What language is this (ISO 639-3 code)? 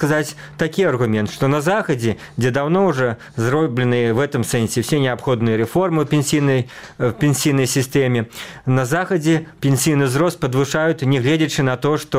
bel